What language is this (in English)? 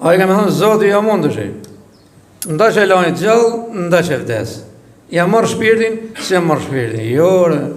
Albanian